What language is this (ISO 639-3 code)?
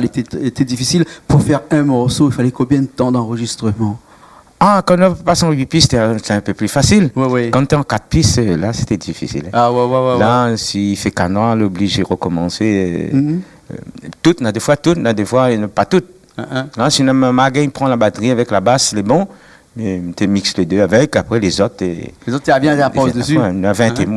rcf